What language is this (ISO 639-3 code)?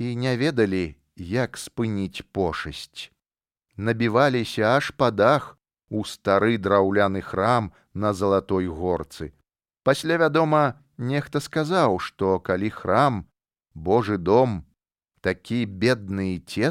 bel